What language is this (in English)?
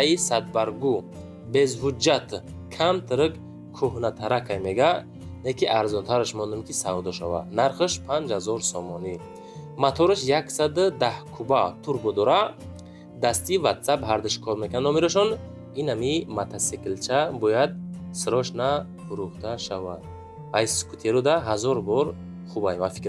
Tajik